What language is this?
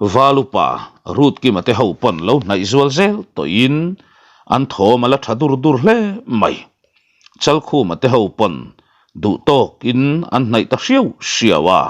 Mizo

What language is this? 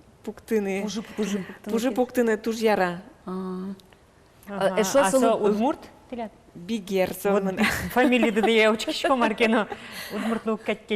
Udmurt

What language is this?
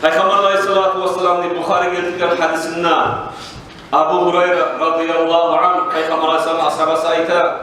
Kumyk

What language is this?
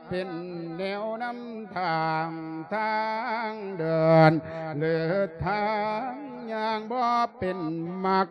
Lao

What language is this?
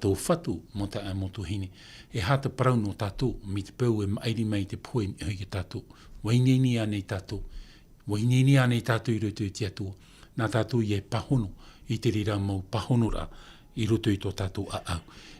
Tahitian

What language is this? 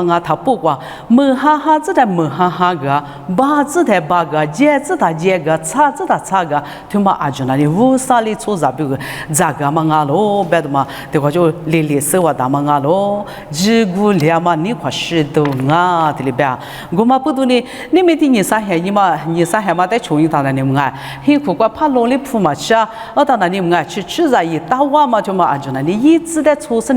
Lisu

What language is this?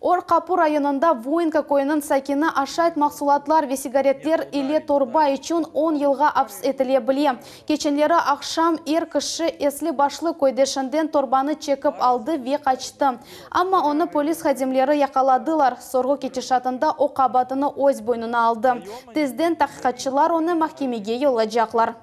Crimean Tatar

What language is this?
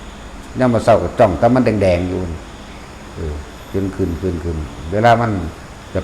Northeastern Thai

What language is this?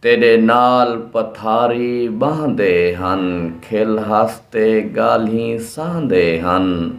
Saraiki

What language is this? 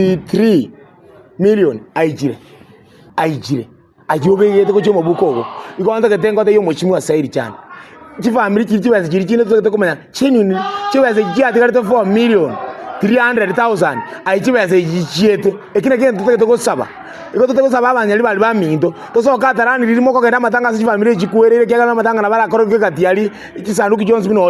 Gusii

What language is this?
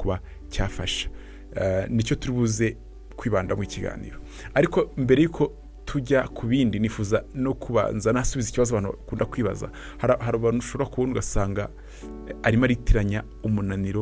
Kinyarwanda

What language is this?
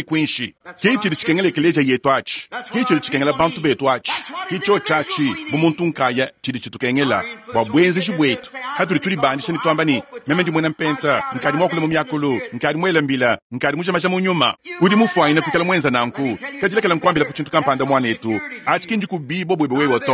Luba-Lulua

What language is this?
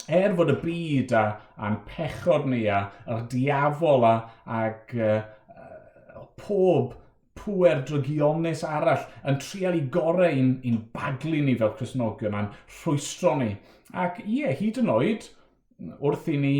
Welsh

